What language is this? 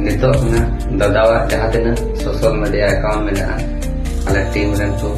Santali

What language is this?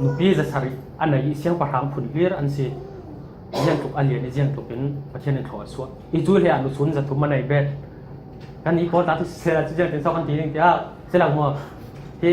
Falam Chin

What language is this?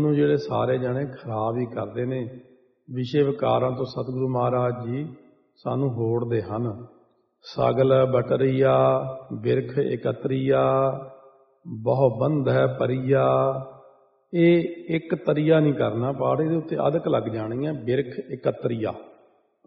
Punjabi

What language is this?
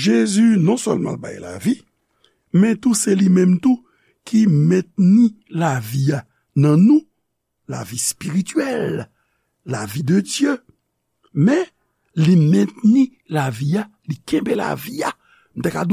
Haitian Creole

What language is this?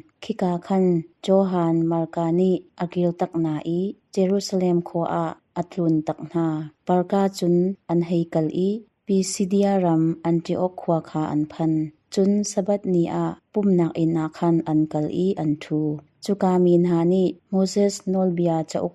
Hakha Chin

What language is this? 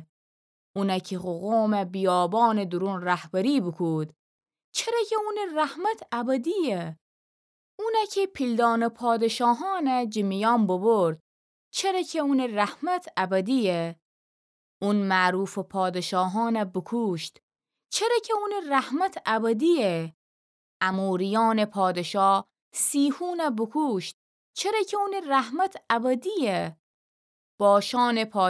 Gilaki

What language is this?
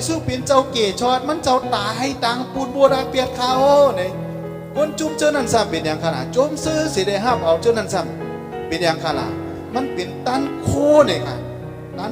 Shan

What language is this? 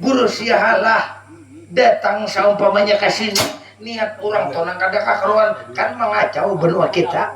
Banjar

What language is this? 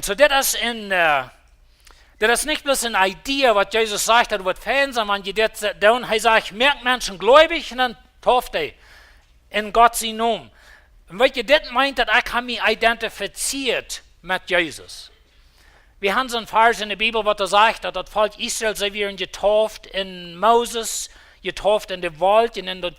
Plautdietsch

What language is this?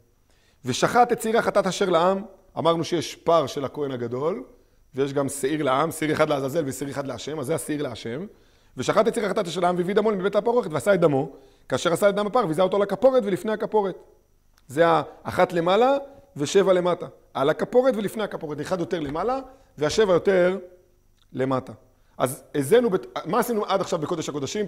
Hebrew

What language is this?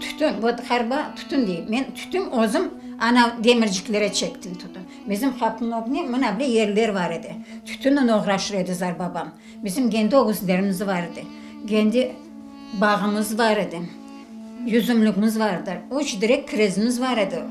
Crimean Tatar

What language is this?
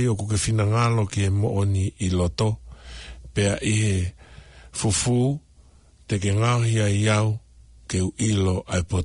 Tongan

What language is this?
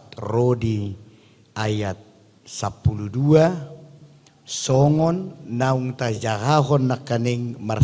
Batak Toba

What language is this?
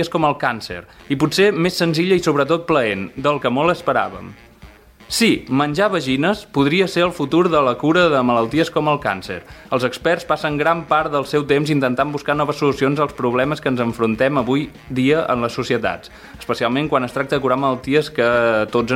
Catalan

